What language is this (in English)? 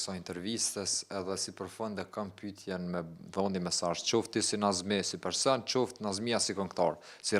Albanian